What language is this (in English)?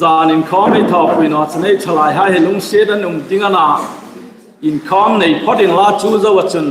Hmar